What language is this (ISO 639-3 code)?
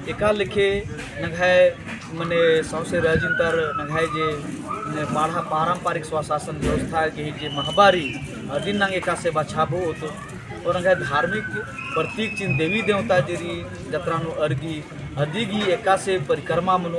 kru